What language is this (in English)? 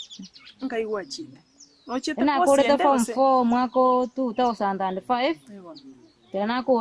Gusii